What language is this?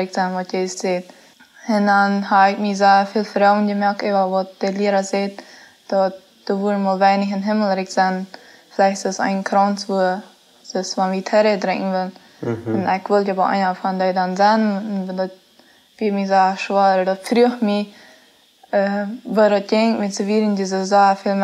Plautdietsch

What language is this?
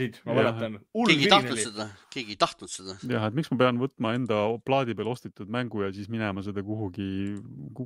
Estonian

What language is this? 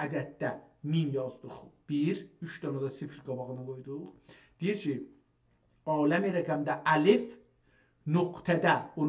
South Azerbaijani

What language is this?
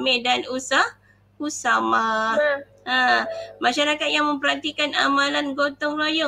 Malay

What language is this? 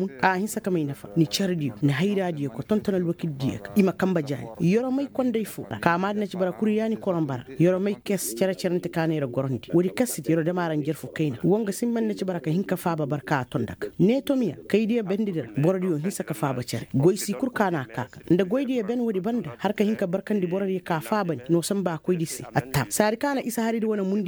Koyraboro Senni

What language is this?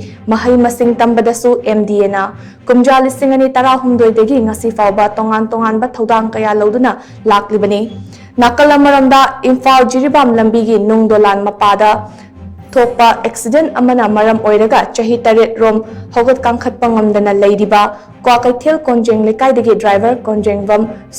Manipuri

